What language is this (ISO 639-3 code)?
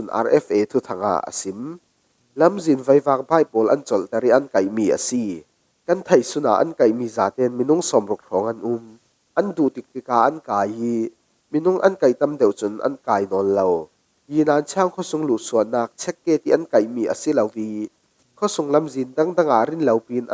cfm